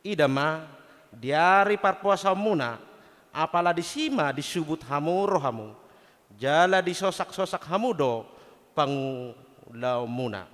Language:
Batak Toba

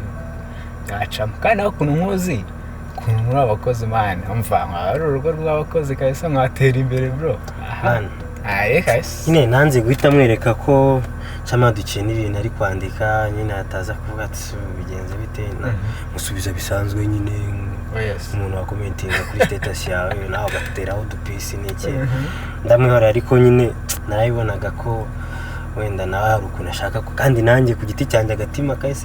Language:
Kinyarwanda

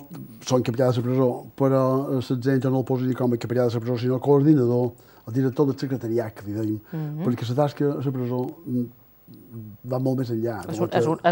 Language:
Catalan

